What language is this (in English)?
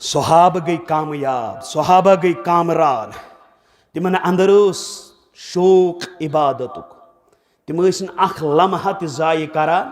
Kashmiri